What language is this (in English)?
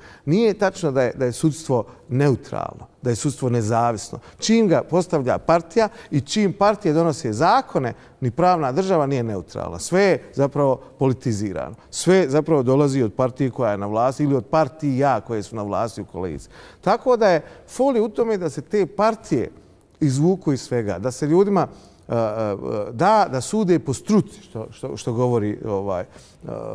Bosnian